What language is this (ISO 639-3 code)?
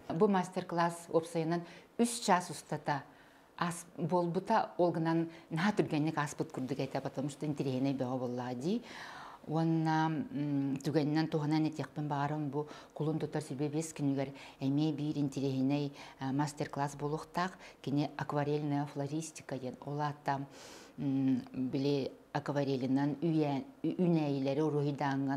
sah